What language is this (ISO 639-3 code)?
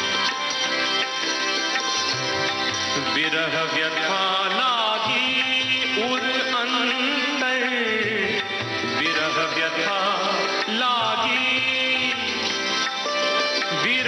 hin